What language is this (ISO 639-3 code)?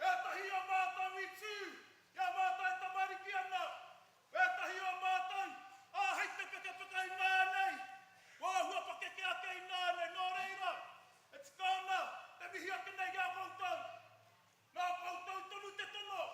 mri